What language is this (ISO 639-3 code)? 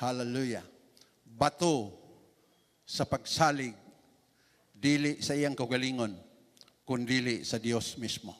ceb